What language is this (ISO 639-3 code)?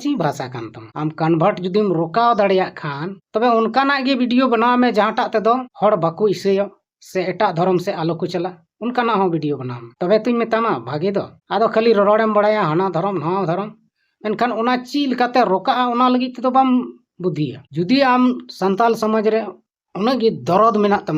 sat